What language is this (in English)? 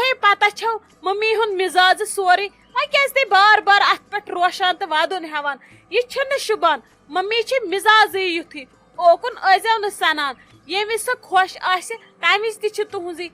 Kashmiri